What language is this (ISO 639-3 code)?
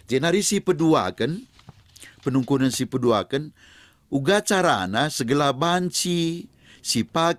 btx